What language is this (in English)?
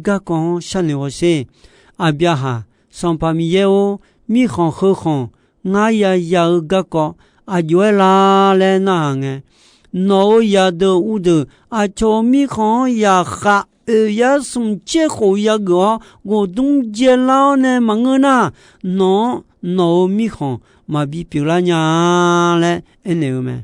Akha